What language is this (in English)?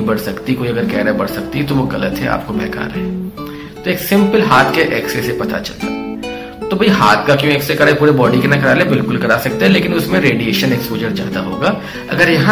Hindi